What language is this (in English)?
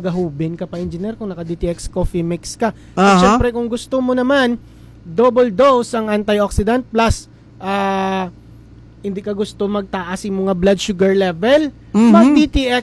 Hiligaynon